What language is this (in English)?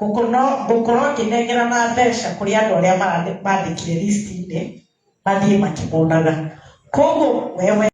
Kikuyu